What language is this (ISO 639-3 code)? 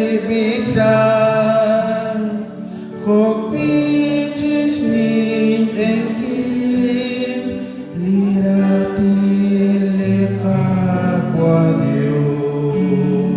kek